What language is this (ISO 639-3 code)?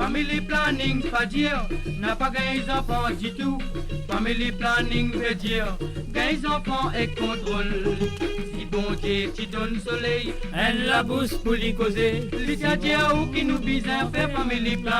mfe